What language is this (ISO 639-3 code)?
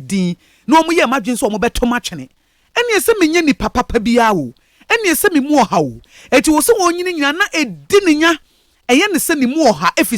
aka